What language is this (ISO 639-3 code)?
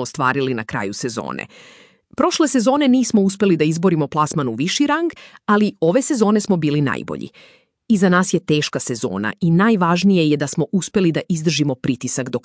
srp